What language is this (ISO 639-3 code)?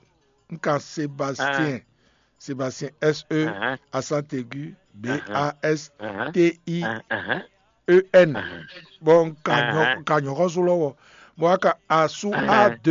fon